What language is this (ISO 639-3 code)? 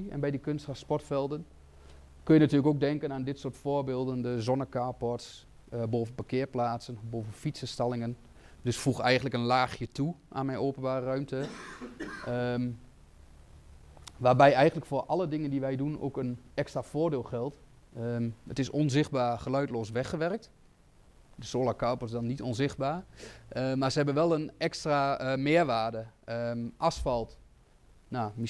nld